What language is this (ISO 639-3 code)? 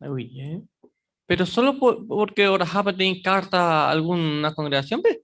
grn